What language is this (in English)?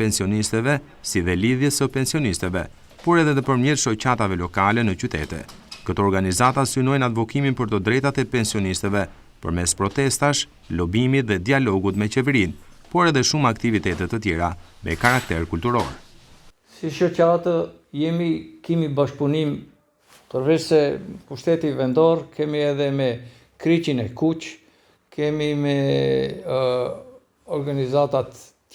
Albanian